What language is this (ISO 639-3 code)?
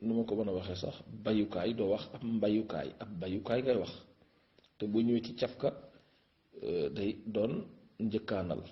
wol